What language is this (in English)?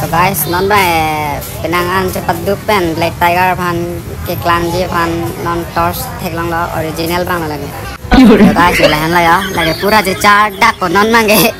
Karbi